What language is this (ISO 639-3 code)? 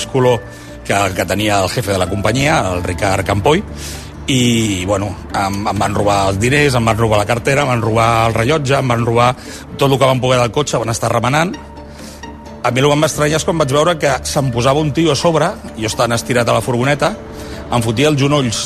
cat